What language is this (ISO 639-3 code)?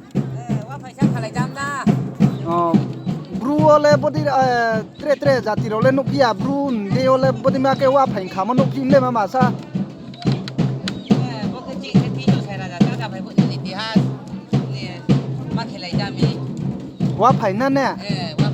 ria